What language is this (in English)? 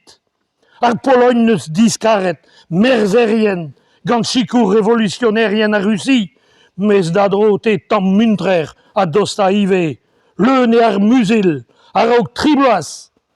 Breton